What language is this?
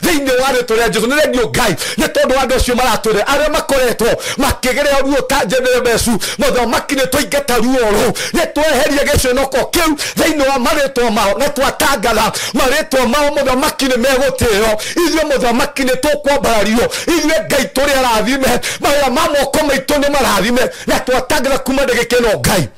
Kikuyu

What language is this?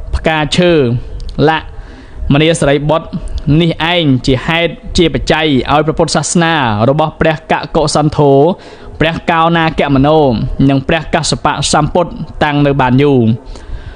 Khmer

